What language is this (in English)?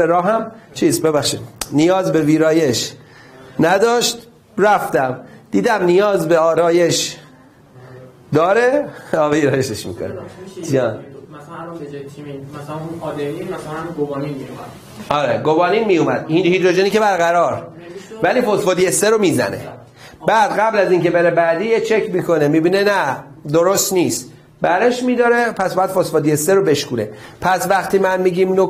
Persian